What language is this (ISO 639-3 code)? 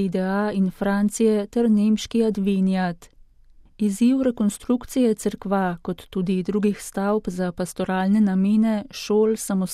slv